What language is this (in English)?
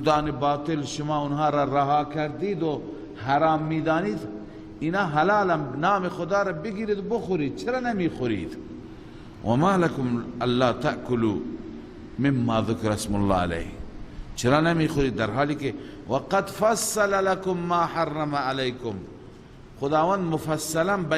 Persian